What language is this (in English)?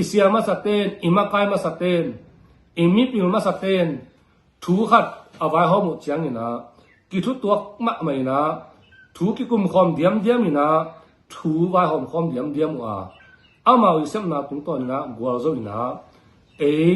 Tedim Chin